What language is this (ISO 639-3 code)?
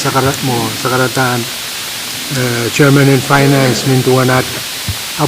pon